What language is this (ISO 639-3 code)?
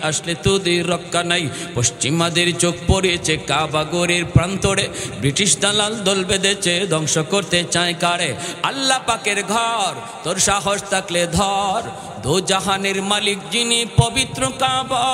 ben